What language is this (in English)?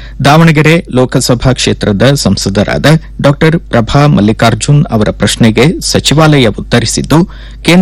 Kannada